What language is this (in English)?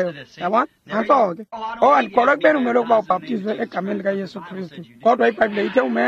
Xhosa